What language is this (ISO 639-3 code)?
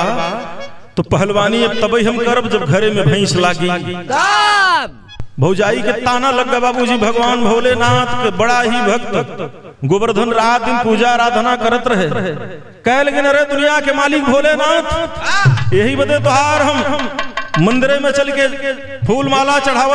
bho